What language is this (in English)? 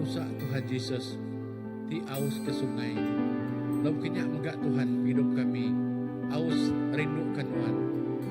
Iban